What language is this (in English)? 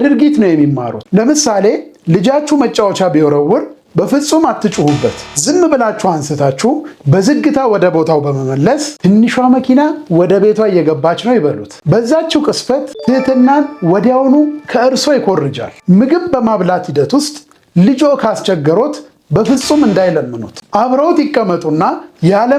Amharic